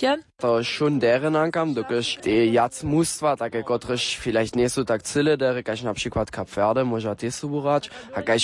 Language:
Upper Sorbian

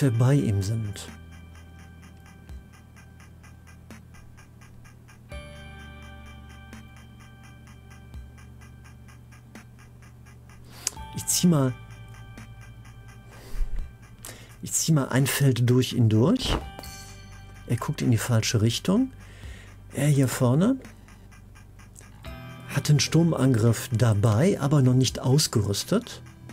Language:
German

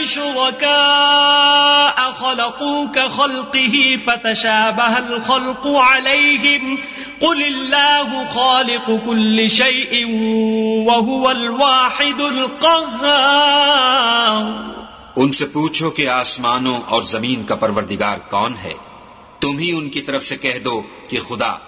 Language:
Urdu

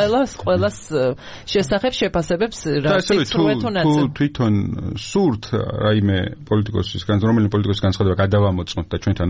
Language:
Georgian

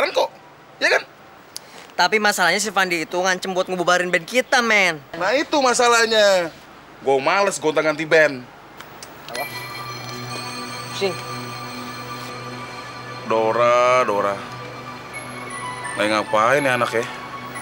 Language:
Indonesian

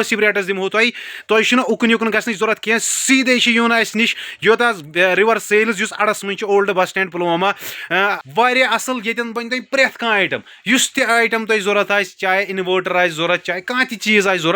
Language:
Kashmiri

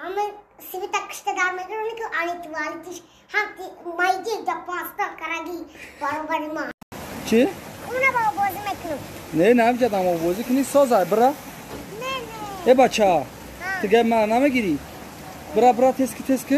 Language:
Tajik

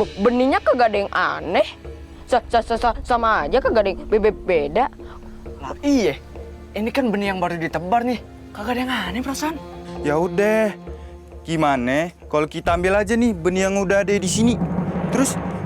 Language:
Betawi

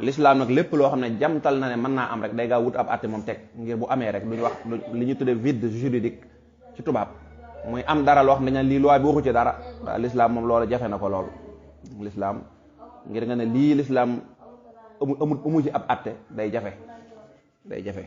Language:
Wolof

